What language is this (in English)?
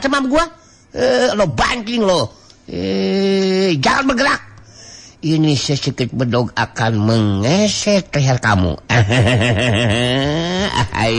Sundanese